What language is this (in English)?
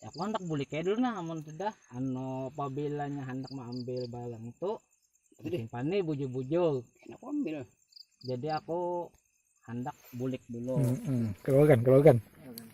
Banjar